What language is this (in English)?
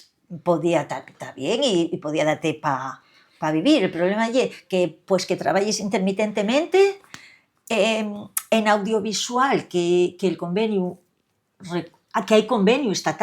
Asturian